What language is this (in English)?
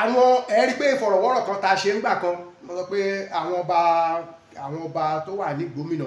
Yoruba